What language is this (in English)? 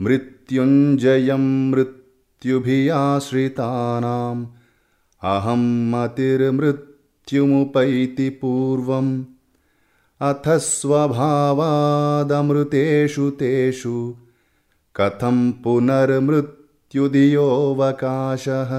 Sanskrit